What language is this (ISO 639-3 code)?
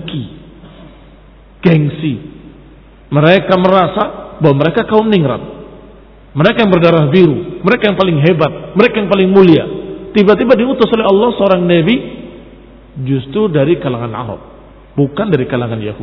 ind